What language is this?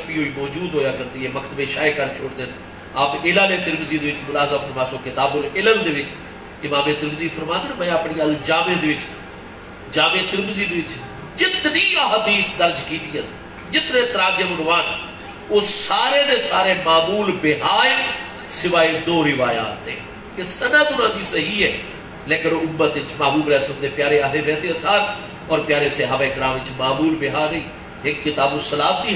Saraiki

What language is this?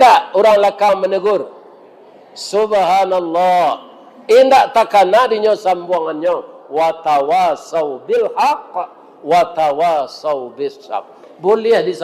Minangkabau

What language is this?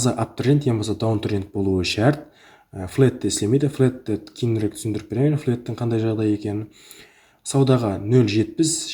Kara-Kalpak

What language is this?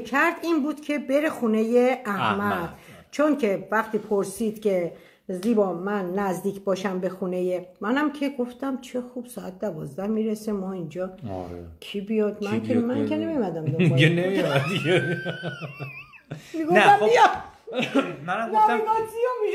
Persian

